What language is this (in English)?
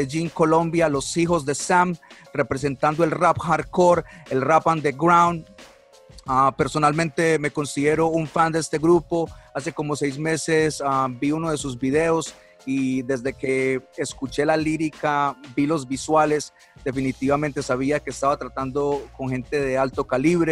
Spanish